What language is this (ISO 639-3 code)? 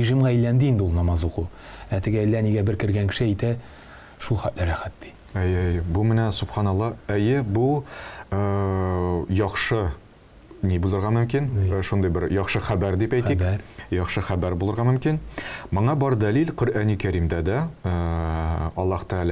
tat